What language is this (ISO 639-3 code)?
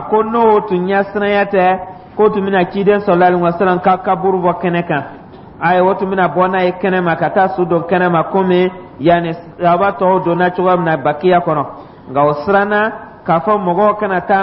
dyu